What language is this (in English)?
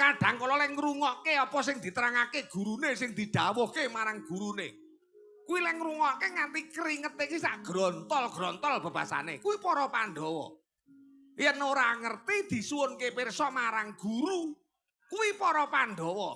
Javanese